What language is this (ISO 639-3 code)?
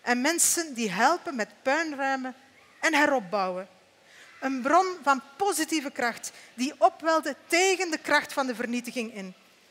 nld